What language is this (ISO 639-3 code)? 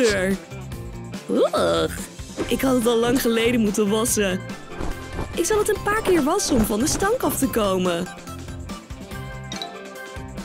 nld